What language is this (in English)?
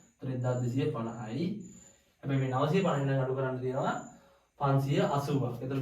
Sinhala